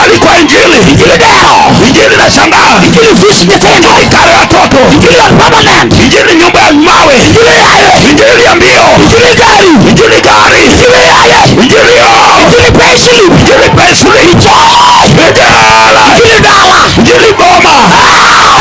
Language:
Luo (Kenya and Tanzania)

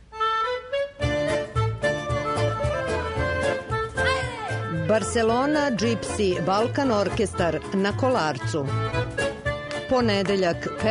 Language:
Serbian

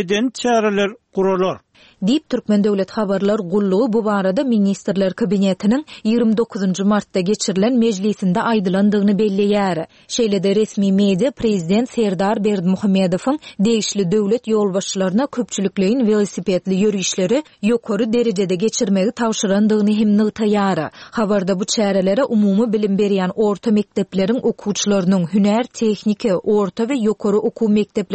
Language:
Turkmen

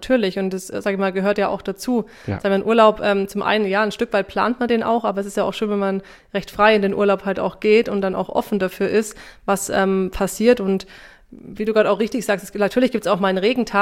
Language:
German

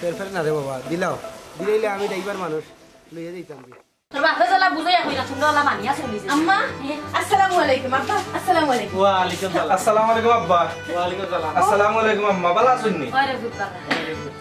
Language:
Sylheti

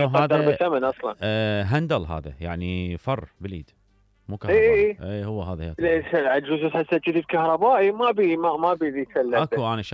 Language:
Mesopotamian Arabic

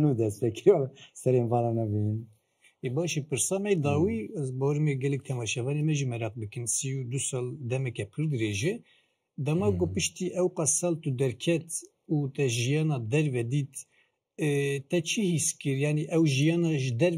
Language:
Kurdish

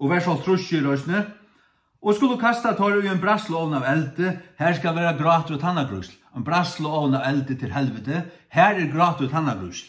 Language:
Faroese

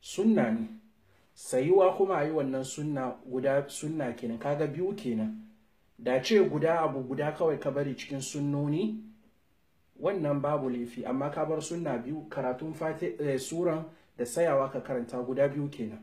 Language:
Hausa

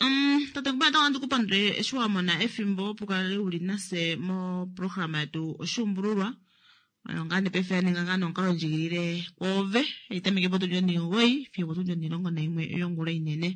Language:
Kuanyama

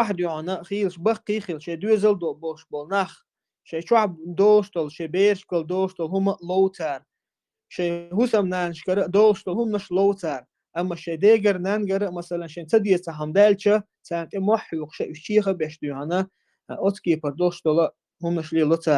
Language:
Chechen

